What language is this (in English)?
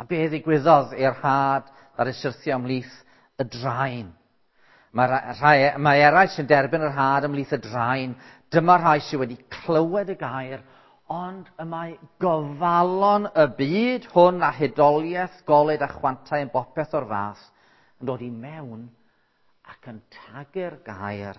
Welsh